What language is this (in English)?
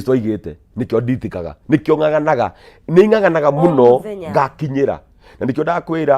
Kikuyu